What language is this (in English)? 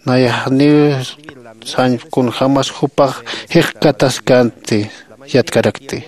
Aymara